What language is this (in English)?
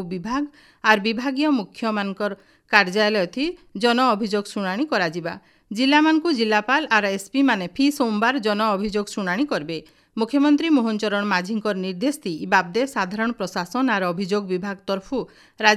Odia